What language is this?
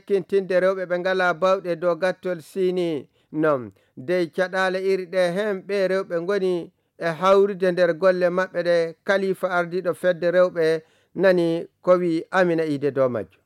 Nigerian Fulfulde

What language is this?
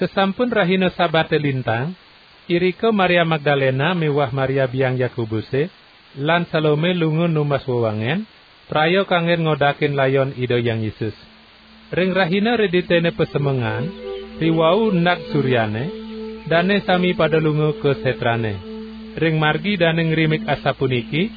Balinese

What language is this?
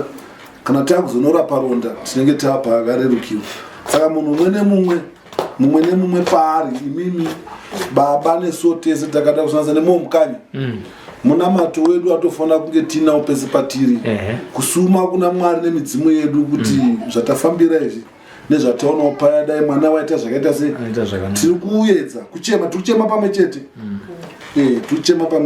Shona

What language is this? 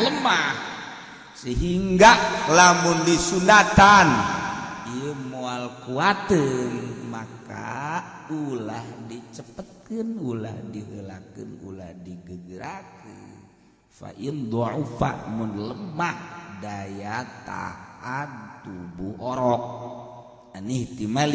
Sundanese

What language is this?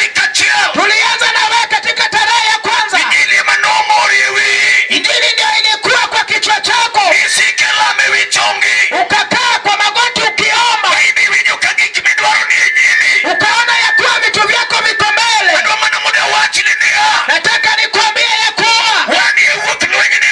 Luo (Kenya and Tanzania)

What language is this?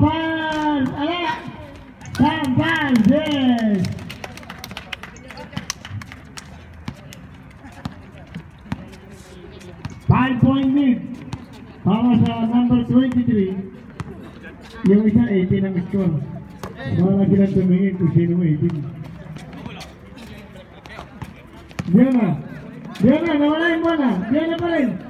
Filipino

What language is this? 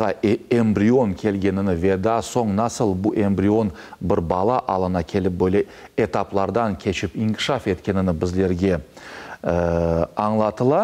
Crimean Tatar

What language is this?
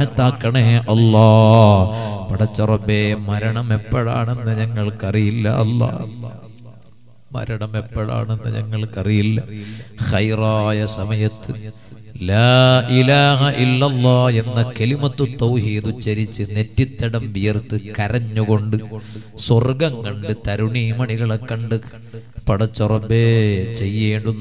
Malayalam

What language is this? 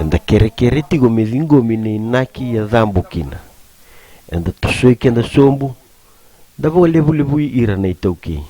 Fijian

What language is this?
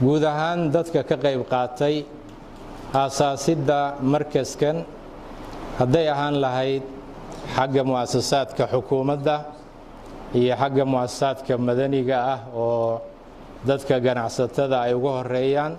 Somali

